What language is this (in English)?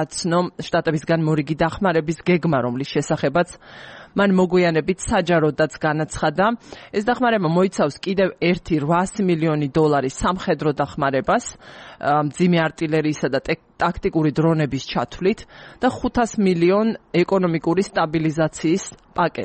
Georgian